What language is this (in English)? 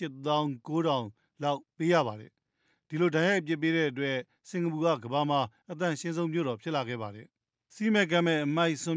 Burmese